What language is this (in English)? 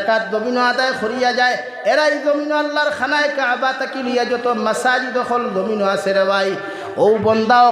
Sylheti